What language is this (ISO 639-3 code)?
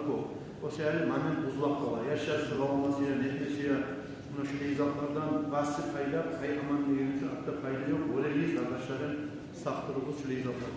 kum